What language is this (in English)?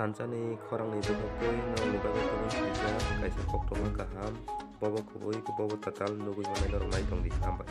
Kok Borok